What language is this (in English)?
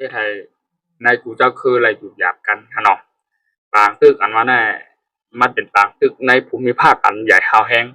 Shan